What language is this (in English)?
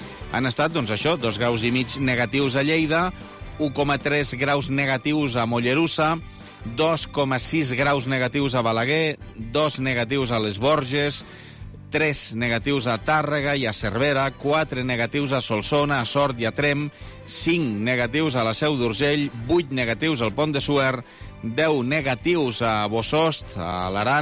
Catalan